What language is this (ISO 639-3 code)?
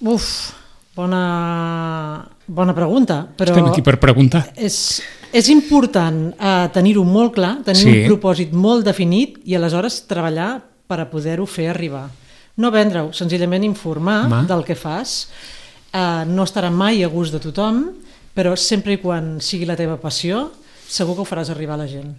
cat